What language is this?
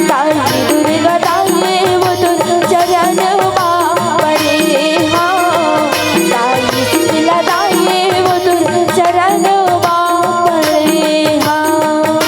Chhattisgarhi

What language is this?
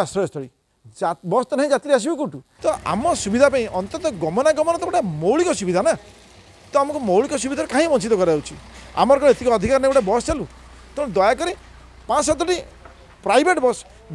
Odia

